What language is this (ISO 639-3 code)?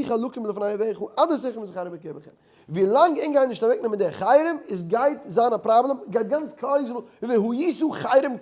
yid